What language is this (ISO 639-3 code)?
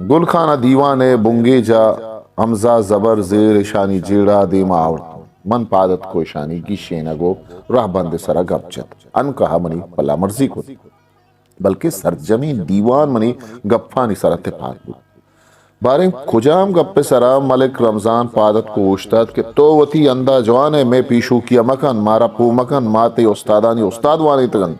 bgp